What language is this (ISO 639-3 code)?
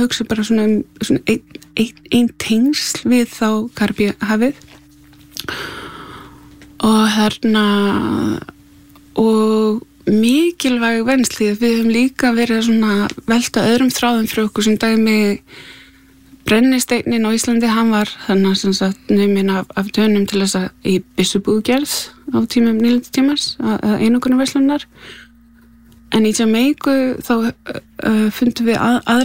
isl